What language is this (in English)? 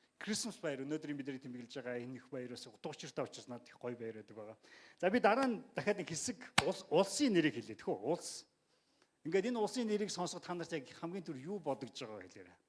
Mongolian